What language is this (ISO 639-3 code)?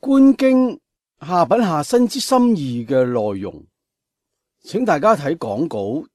yue